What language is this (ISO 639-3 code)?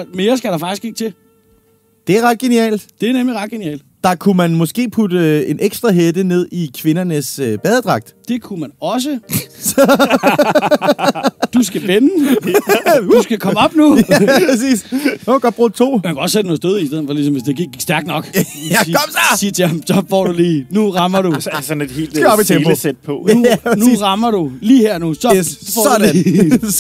dan